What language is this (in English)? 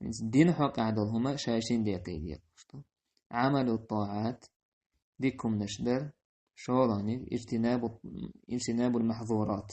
Chechen